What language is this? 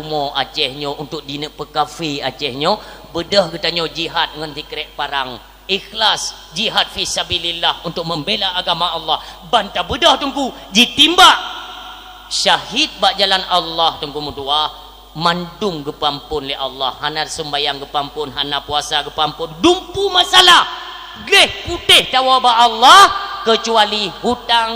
Achinese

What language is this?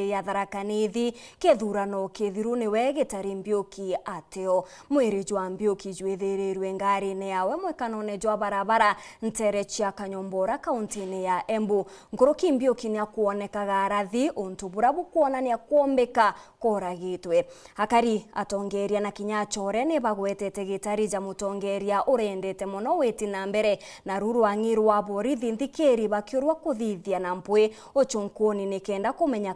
Meru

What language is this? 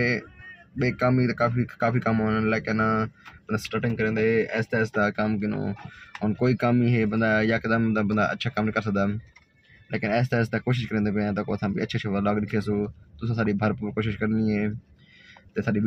Saraiki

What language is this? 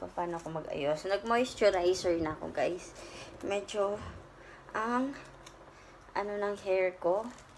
Filipino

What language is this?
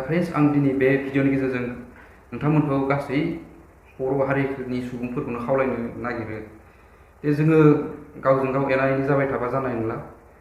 Bodo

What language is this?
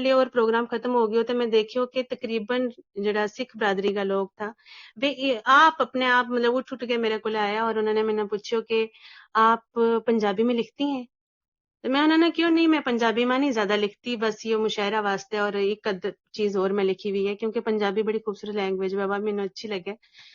Gujari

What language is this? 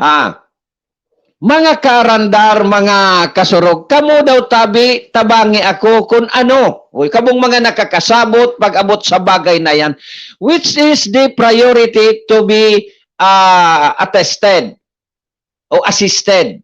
Bikol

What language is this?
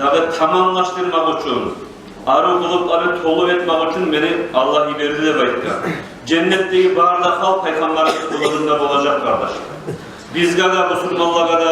Kumyk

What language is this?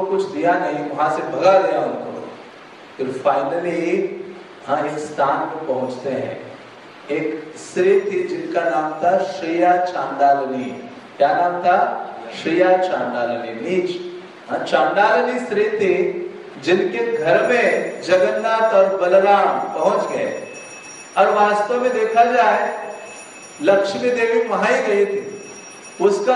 Hindi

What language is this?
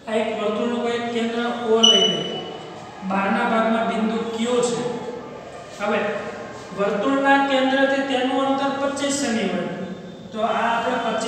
Gujarati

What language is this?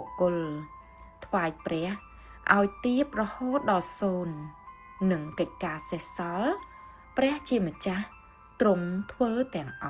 Khmer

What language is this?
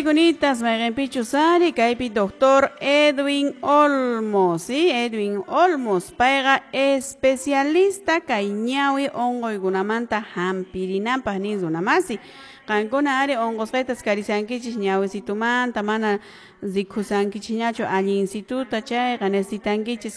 Quechua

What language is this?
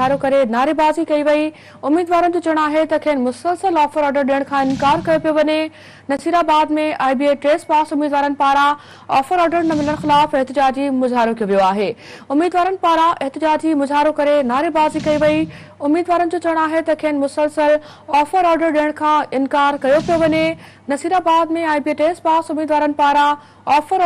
Sindhi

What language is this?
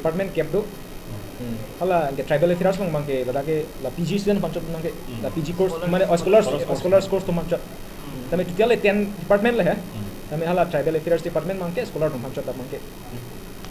Karbi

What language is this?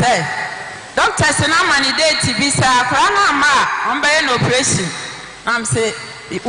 Akan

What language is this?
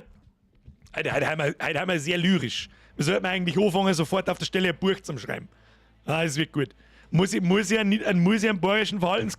Bavarian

